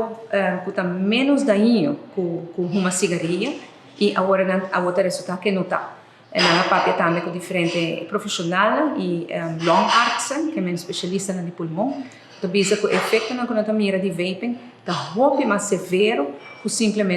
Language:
Papiamento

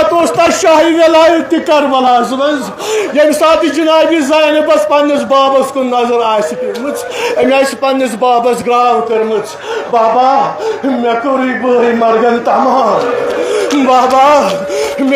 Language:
Kashmiri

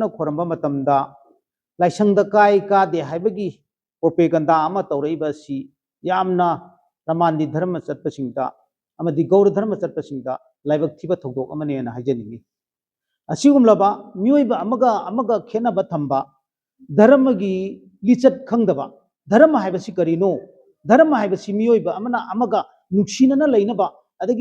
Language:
Manipuri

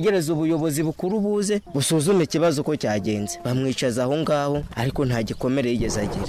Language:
Kinyarwanda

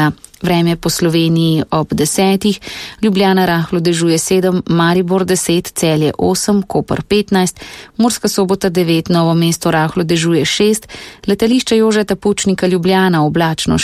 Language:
Slovenian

